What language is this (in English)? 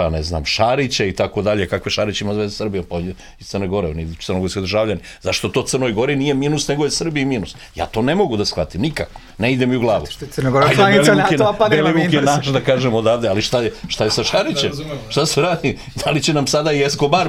Serbian